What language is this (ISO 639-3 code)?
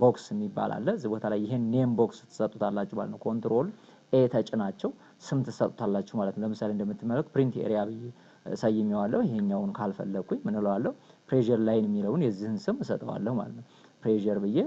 amh